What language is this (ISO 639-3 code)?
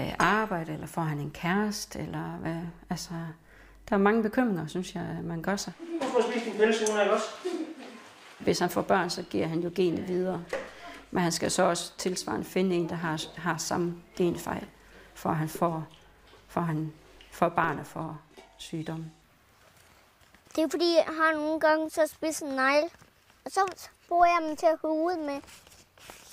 dan